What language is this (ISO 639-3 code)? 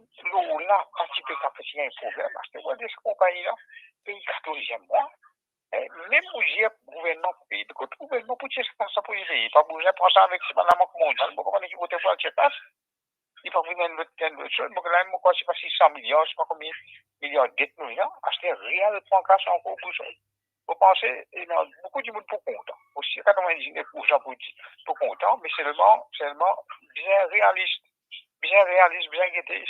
mfe